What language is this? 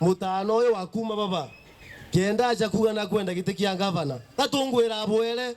Meru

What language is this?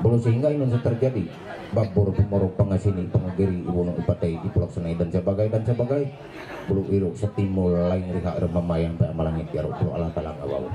Ma'anyan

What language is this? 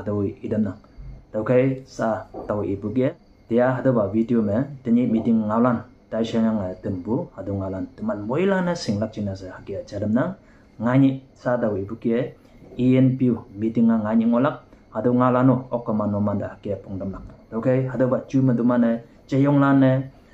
Konyak Naga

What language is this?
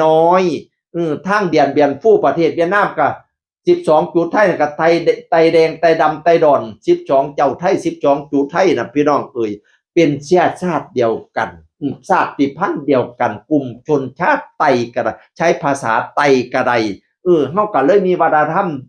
Northeastern Thai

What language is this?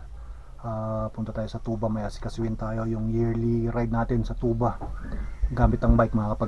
Filipino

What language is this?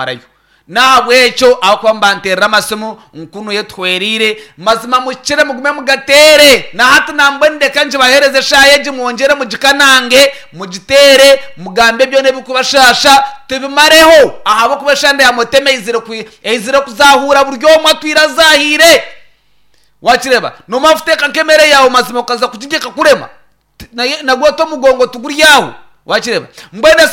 Nyankole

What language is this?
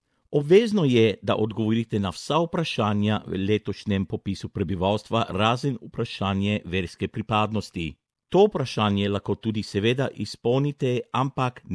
Slovenian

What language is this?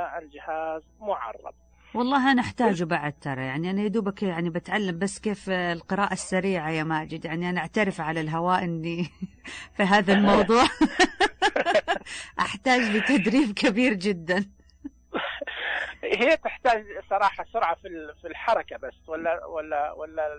Najdi Arabic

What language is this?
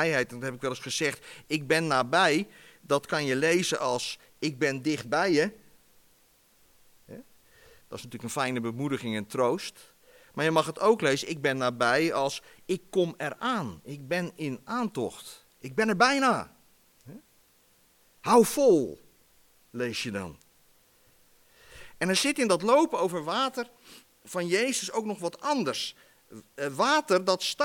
Dutch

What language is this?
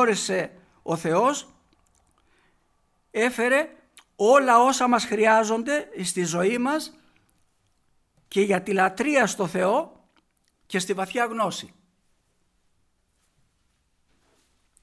Greek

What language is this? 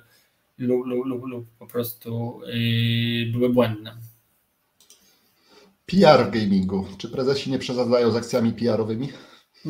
Polish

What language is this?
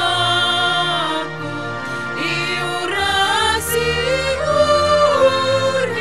Batak Simalungun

